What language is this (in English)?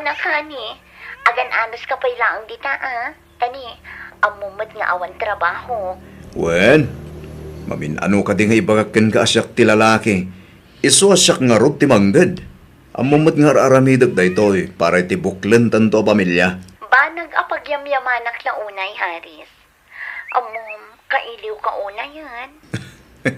Iloko